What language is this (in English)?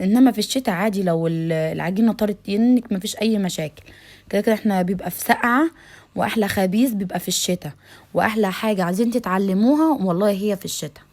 Egyptian Arabic